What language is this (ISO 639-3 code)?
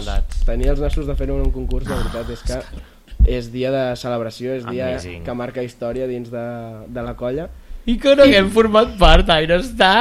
cat